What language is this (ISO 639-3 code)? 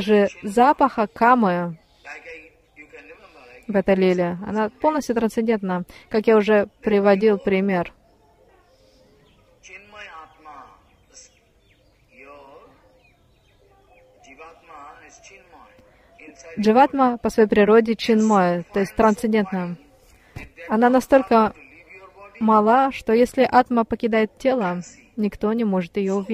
rus